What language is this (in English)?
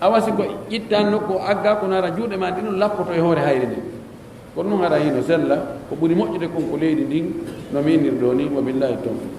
Pular